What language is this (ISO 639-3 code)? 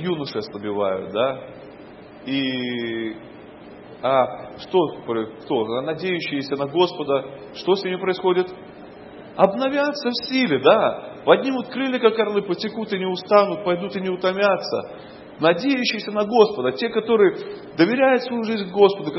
rus